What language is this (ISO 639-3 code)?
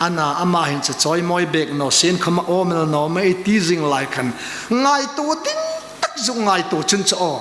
hmr